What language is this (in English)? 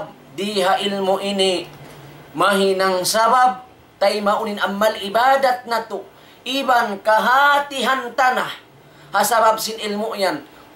Tausug